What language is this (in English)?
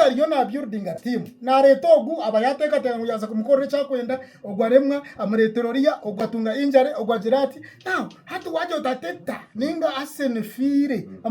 Nyankole